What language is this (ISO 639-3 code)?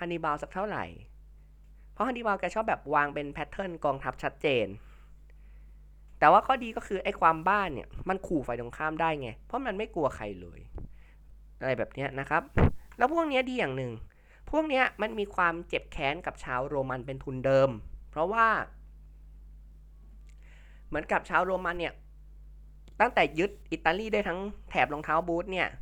tha